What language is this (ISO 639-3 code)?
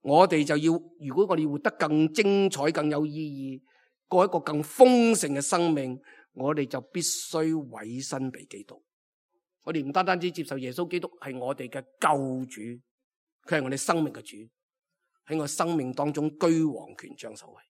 yue